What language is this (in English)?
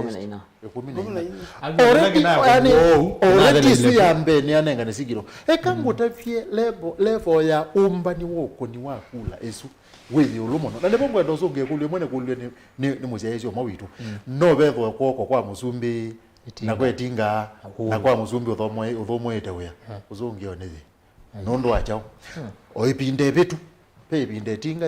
Kamba